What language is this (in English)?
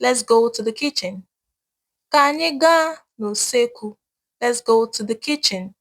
Igbo